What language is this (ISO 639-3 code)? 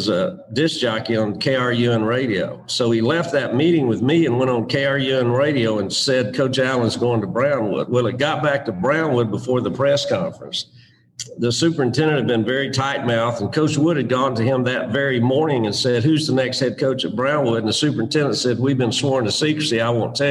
eng